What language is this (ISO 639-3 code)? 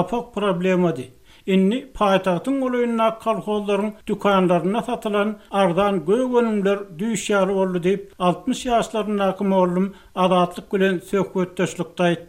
tuk